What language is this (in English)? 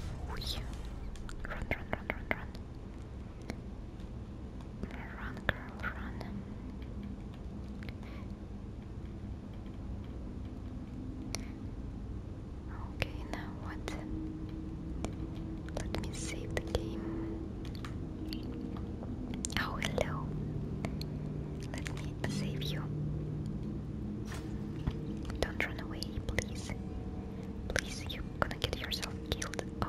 English